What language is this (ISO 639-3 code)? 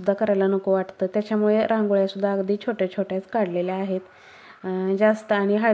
mar